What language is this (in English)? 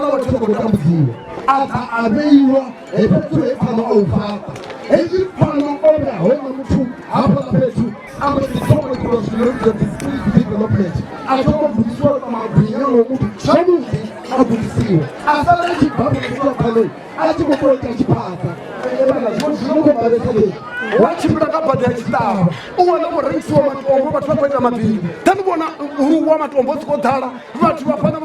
Venda